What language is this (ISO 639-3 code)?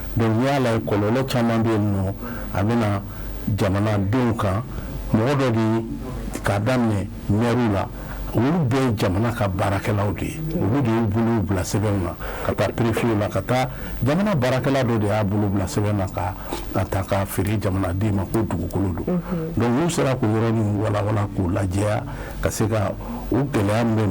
bam